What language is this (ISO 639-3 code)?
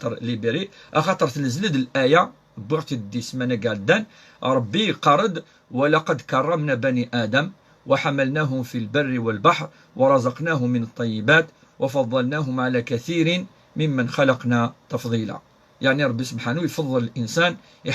kab